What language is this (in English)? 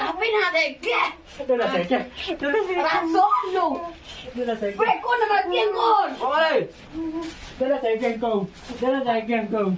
Minangkabau